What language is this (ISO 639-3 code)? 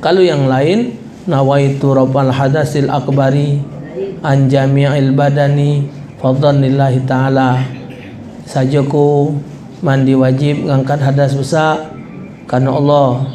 mui